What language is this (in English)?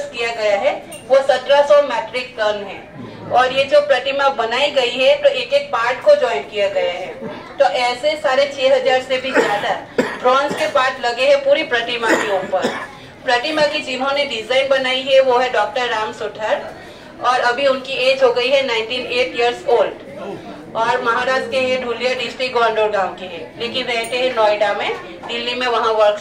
Hindi